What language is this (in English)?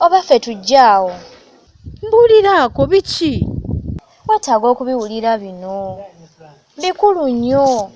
Ganda